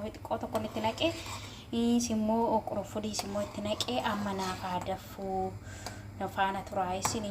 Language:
Oromo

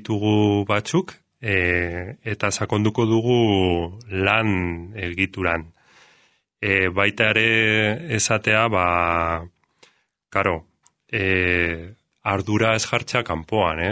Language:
Basque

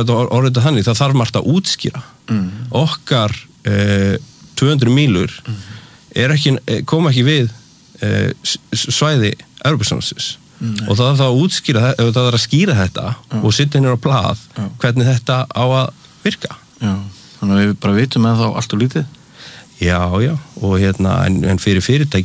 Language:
Icelandic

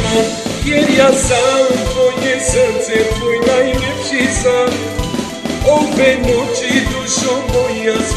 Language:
Croatian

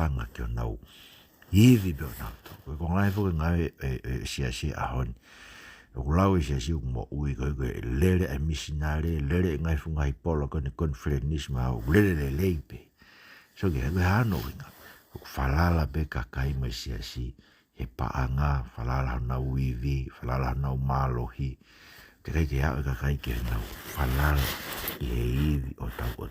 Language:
Tongan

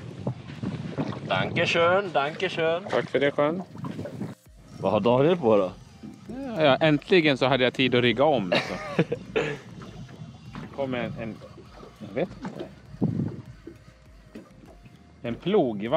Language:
Swedish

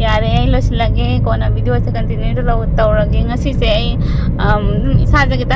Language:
Manipuri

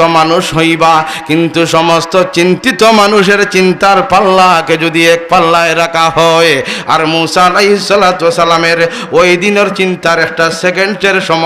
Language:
Sylheti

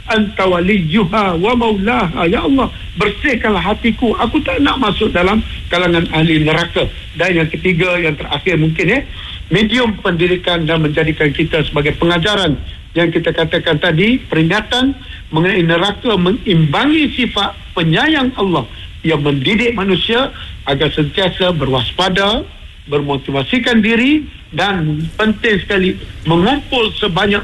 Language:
Malay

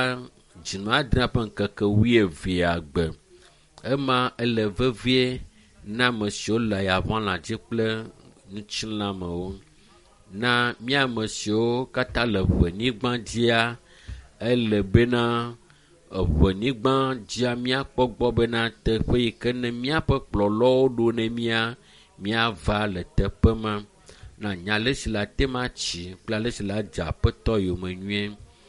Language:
Ewe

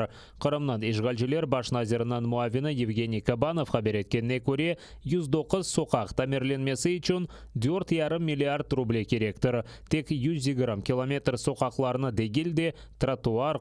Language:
Crimean Tatar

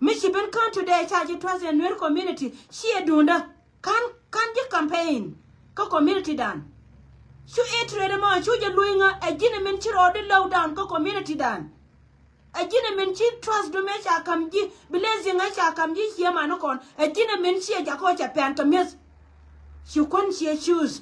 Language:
Nuer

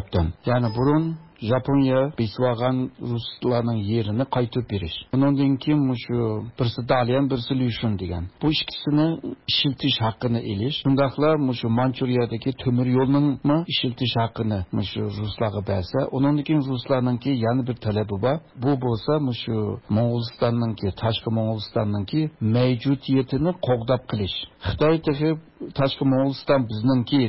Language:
Uyghur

